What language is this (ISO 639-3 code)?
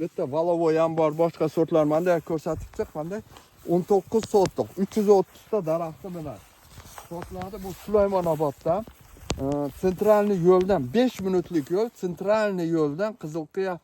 uzb